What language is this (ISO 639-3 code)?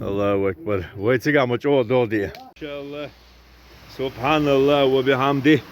che